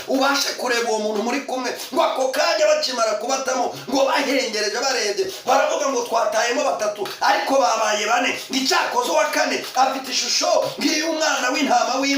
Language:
Kinyarwanda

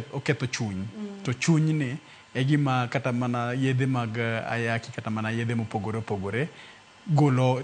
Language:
Luo (Kenya and Tanzania)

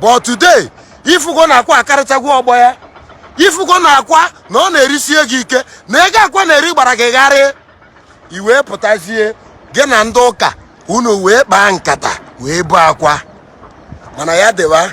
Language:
Igbo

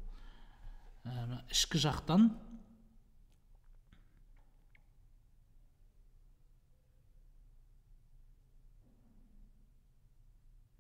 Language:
Kazakh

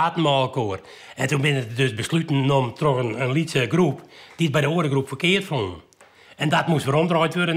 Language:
Western Frisian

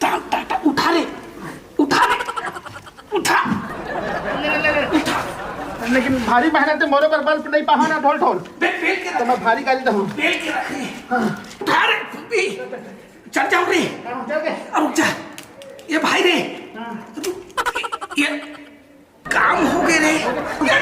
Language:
Chhattisgarhi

